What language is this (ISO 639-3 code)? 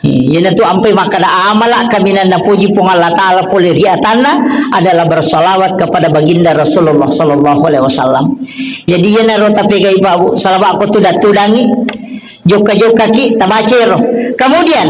bug